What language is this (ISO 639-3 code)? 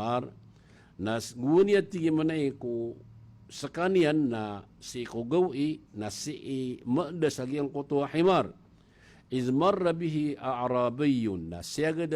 mrw